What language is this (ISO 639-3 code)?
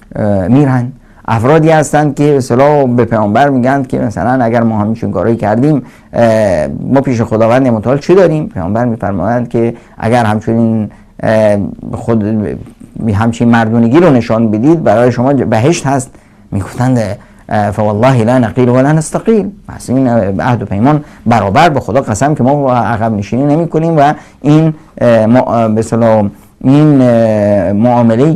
fas